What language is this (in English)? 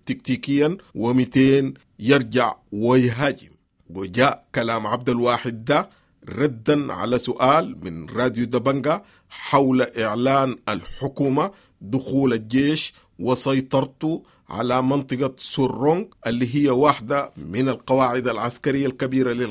Sudanese Arabic